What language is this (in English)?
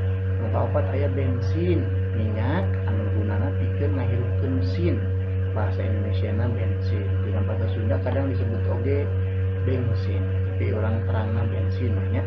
Sundanese